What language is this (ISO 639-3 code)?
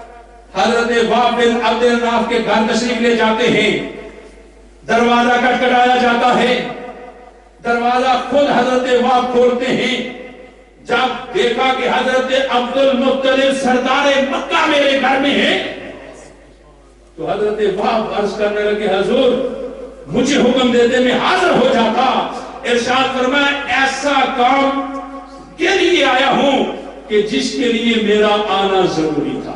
urd